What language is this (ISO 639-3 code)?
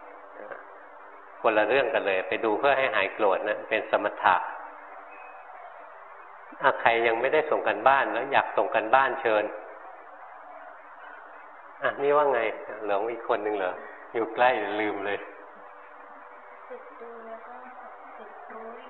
tha